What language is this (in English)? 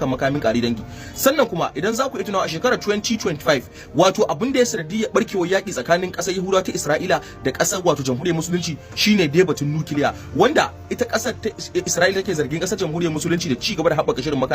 Hausa